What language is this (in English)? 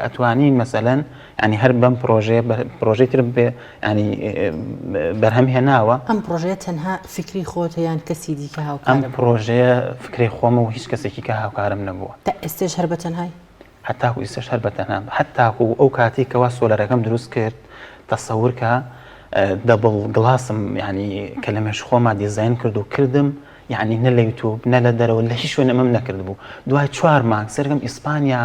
Central Kurdish